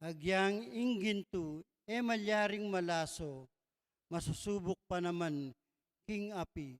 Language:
Pampanga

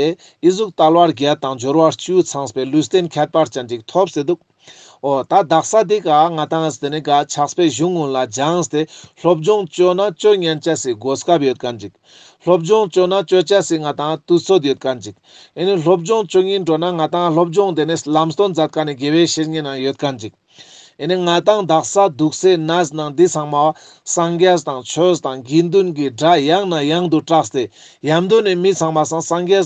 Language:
Ladakhi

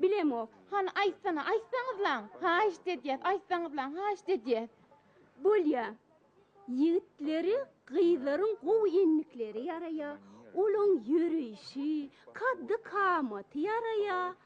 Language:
Turkmen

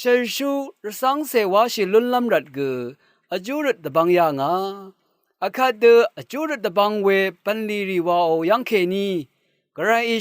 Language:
Rawang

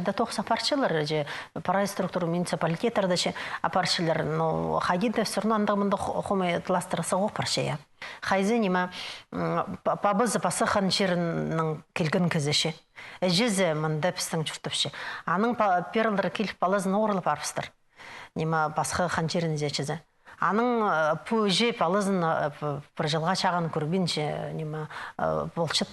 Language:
Khakas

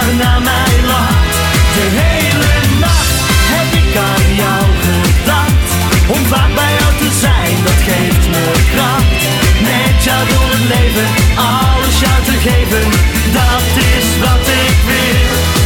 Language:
Dutch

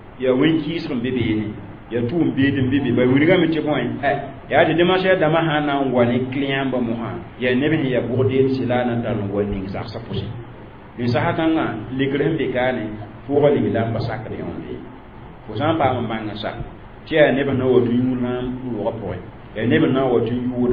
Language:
Mossi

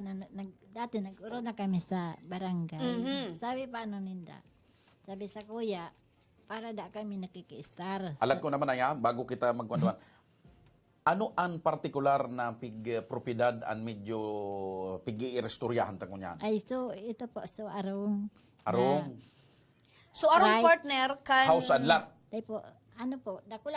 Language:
Bikol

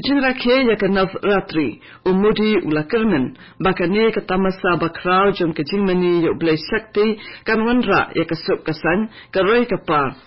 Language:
Khasi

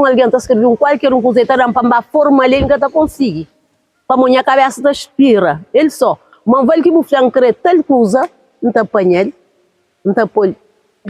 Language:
Kabuverdianu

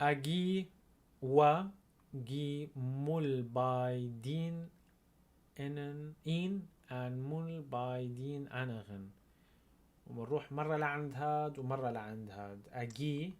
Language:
North Levantine Arabic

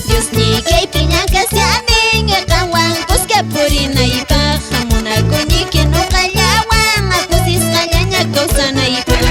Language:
Quechua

